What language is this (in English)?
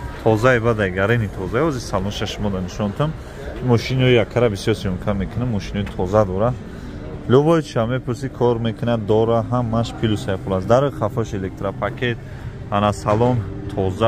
Tajik